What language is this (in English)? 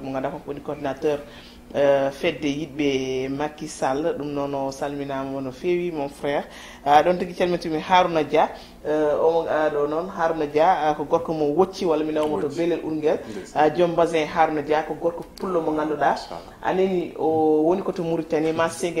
Fula